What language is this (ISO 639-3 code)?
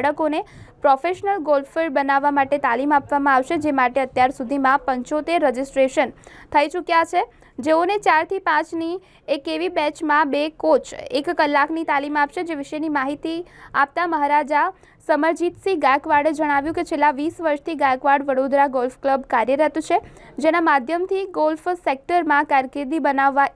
guj